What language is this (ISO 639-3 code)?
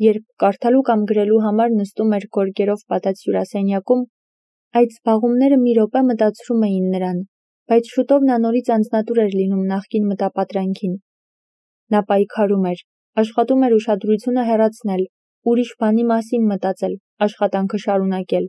hye